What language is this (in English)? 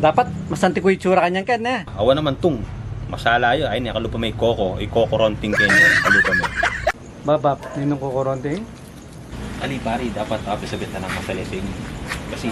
Pampanga